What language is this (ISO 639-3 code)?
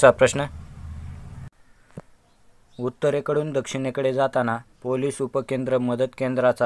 mar